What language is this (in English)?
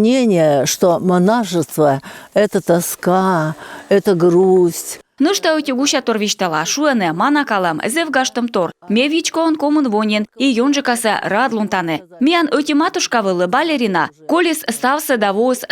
Komi